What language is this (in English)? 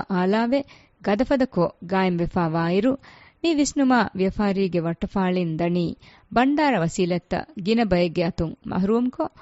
Divehi